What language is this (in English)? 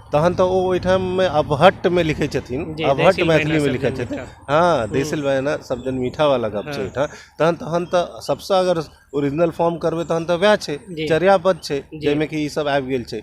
Maithili